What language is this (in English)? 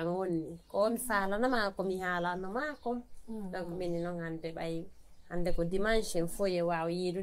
Fula